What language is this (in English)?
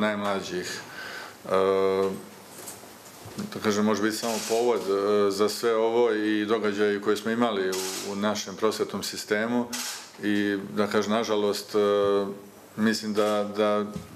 Serbian